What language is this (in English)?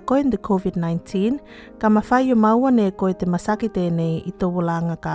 Tuvalu